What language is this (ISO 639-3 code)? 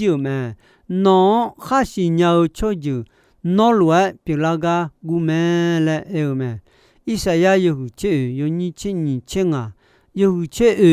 ahk